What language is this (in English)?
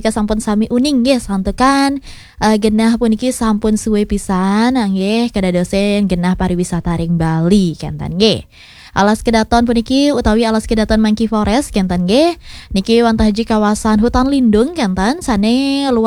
Balinese